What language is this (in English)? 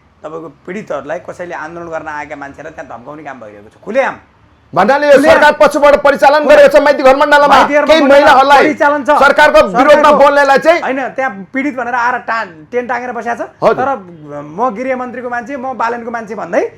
Nepali